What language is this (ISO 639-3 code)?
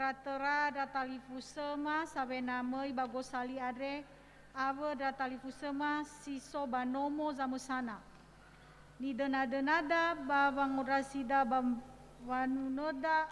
nia